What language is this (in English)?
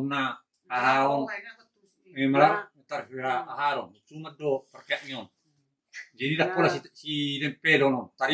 Batak Toba